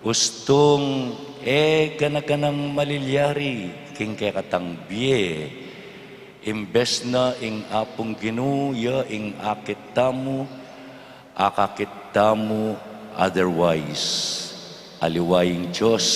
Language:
Pampanga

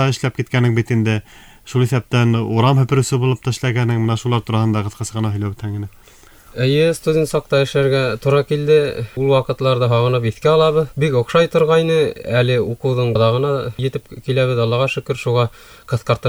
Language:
Bashkir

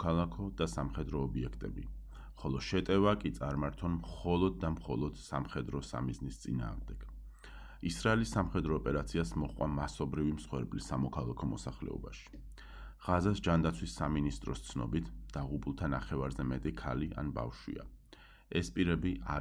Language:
Georgian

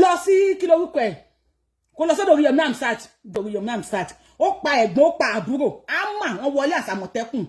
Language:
Yoruba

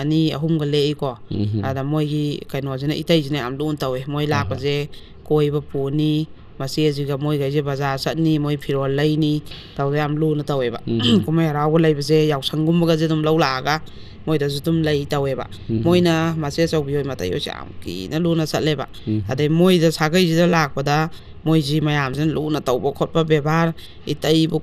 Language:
Manipuri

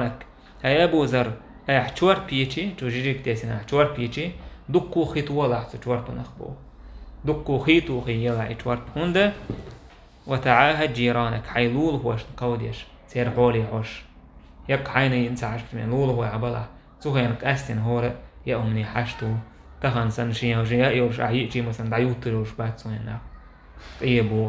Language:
Chechen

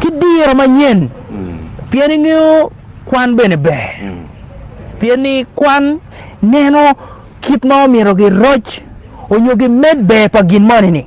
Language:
Acoli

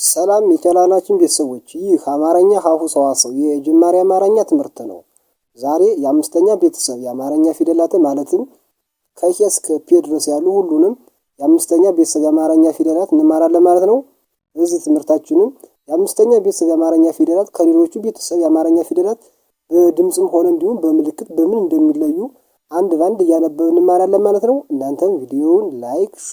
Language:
Amharic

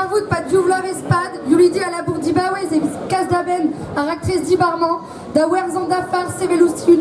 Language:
Breton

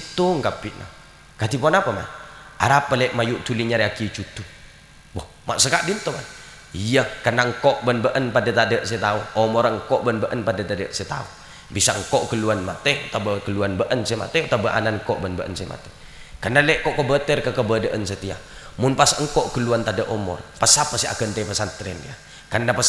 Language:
Madurese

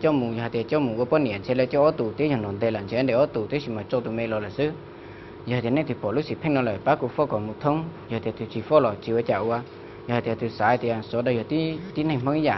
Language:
Hmong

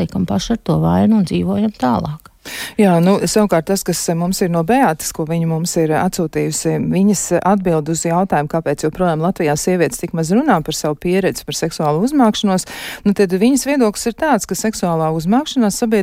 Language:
Latvian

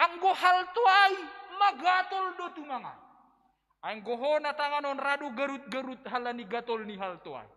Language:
Batak Simalungun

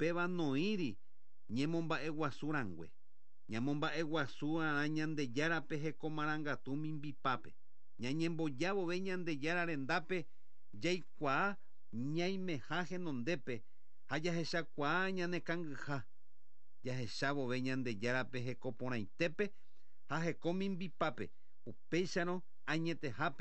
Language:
Guarani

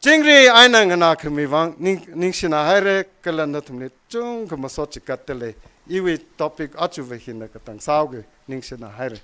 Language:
Tangkhul Naga (India)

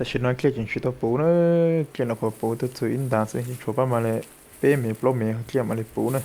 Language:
Hmong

